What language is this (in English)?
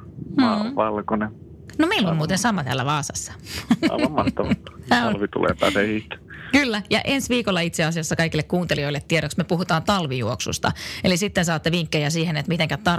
Finnish